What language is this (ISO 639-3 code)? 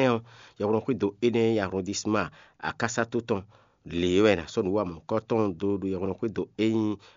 fon